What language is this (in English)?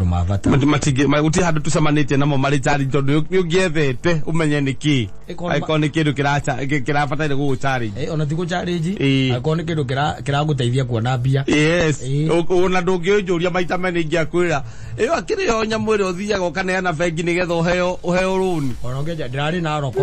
Kikuyu